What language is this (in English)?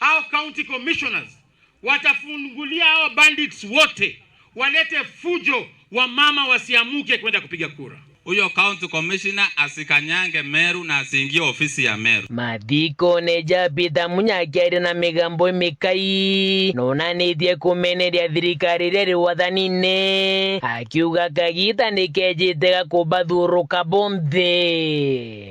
Meru